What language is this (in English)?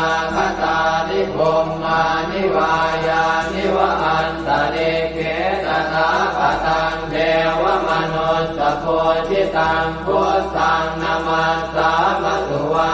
Pali